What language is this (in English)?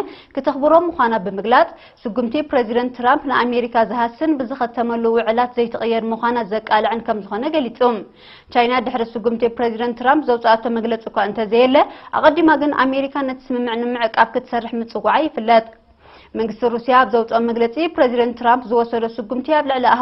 Tigrinya